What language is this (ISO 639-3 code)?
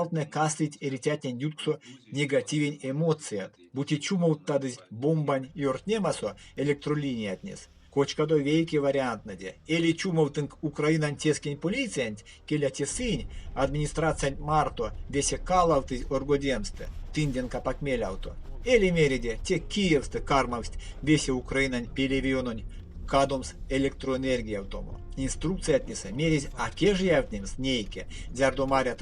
myv